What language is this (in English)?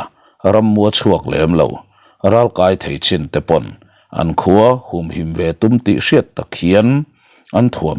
Mizo